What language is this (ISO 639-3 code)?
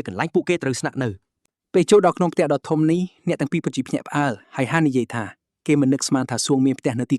khm